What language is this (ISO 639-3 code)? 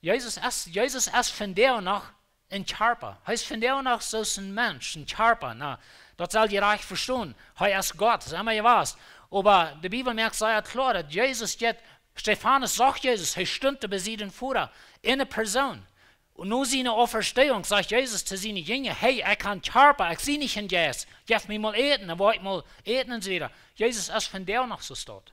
pdt